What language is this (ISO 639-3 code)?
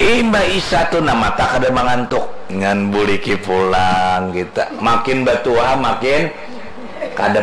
bjn